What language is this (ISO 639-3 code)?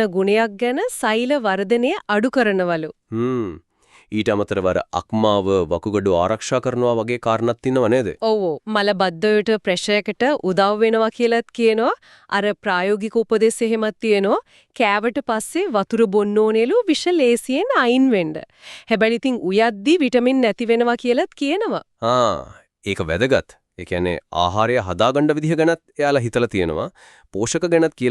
sin